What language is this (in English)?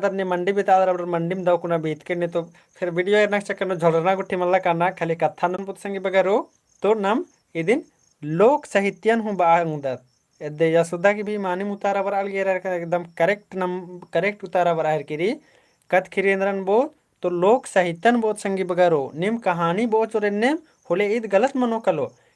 Kurukh